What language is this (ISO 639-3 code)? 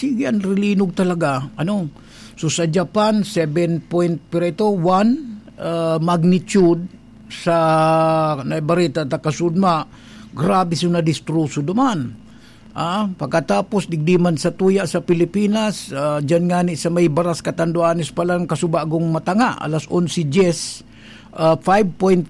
bik